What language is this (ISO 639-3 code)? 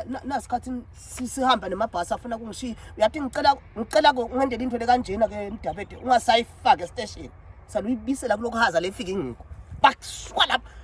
zul